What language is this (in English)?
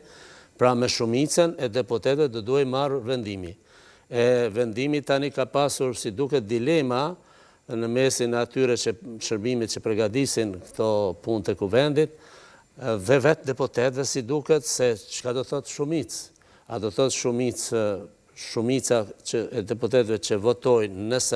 Albanian